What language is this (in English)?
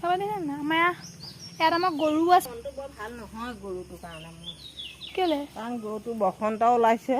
Assamese